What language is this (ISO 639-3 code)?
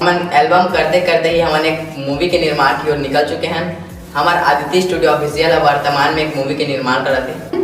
hne